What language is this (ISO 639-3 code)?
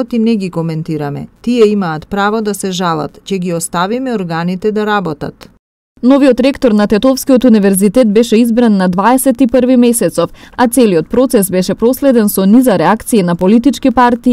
mkd